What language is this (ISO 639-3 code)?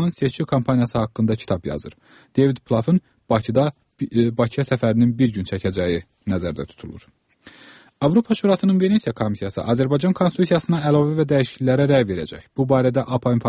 aze